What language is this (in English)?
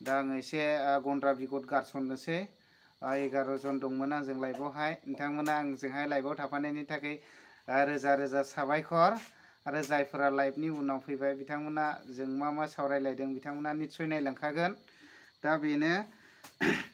Bodo